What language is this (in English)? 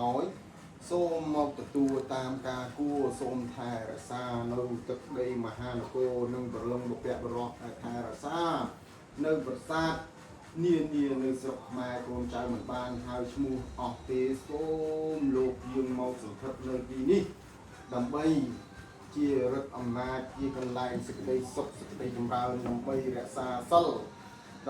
Khmer